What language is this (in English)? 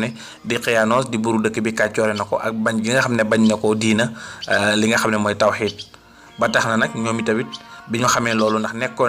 Wolof